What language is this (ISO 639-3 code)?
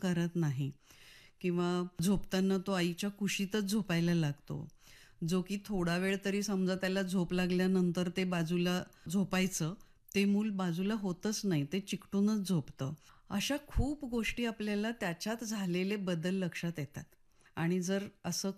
mar